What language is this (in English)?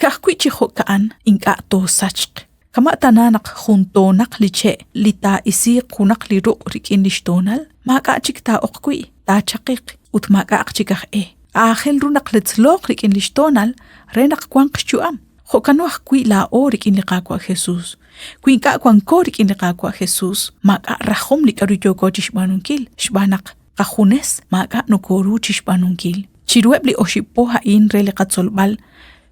Kekchí